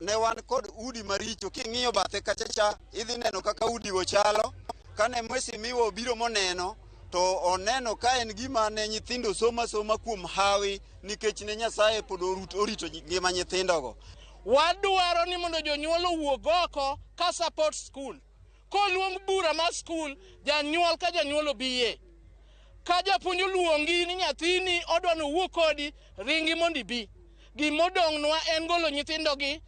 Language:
Luo (Kenya and Tanzania)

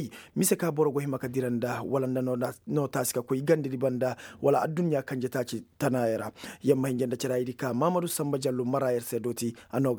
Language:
Koyraboro Senni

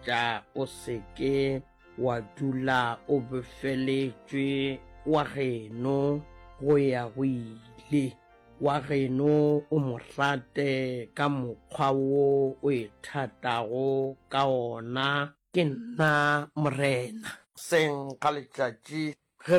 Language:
Northern Sotho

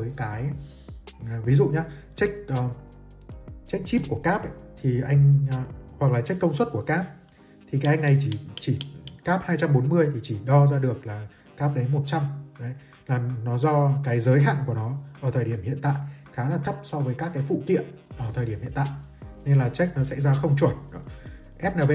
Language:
Vietnamese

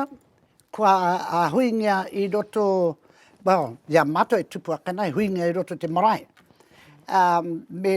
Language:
Māori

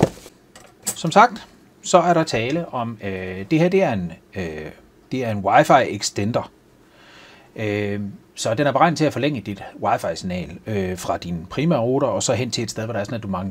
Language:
Danish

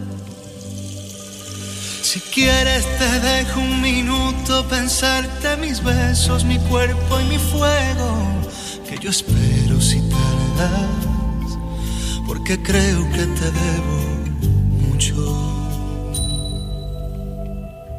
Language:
Spanish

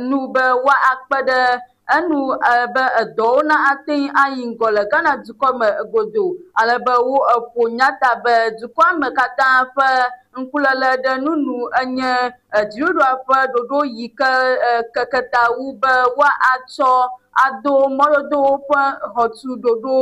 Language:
Ewe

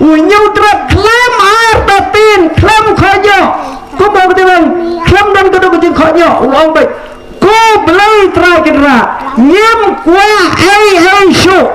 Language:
Khasi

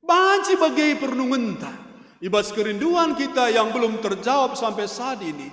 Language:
Batak Karo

